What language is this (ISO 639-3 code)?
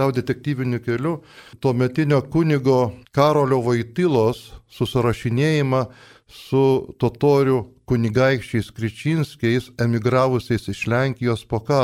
lit